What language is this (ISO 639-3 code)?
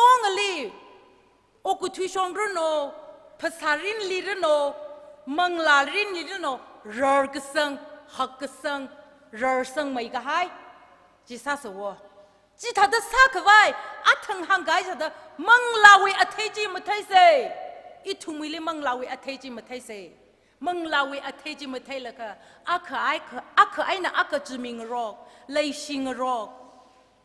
nmf